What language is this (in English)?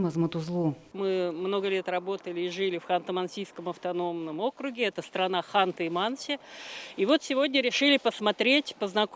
Udmurt